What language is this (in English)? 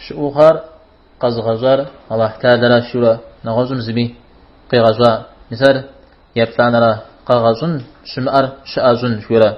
Kabardian